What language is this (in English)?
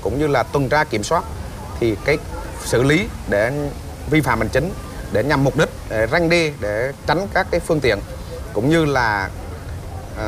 Vietnamese